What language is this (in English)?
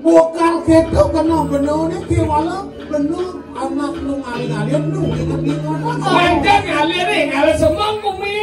Balinese